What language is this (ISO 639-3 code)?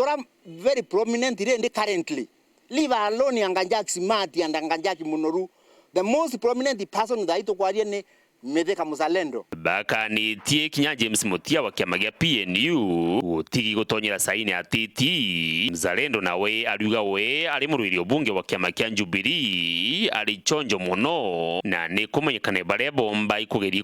mer